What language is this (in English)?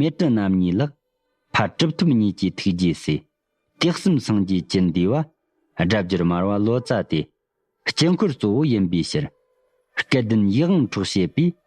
Tibetan